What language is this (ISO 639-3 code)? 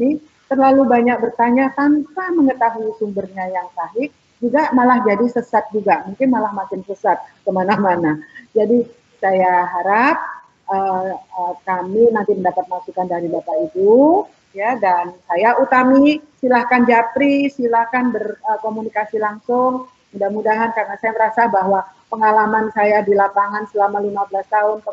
ind